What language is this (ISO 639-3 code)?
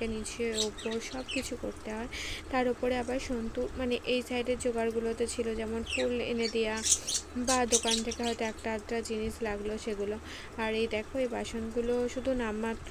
ben